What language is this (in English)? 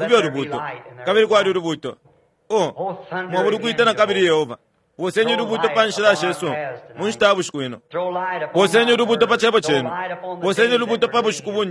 Bemba